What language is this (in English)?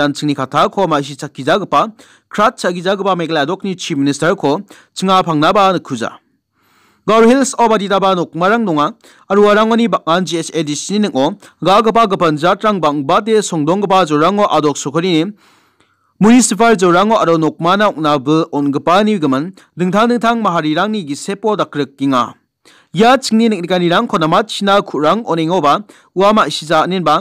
Garo